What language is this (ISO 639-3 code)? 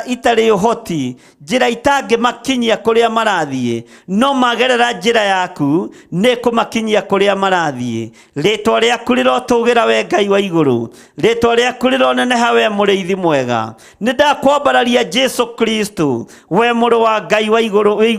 kik